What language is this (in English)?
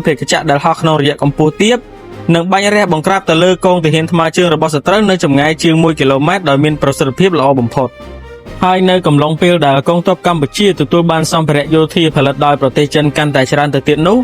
Khmer